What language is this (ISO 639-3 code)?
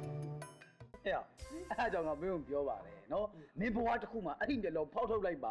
mya